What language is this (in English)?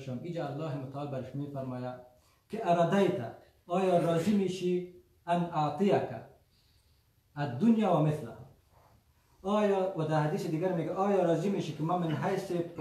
Persian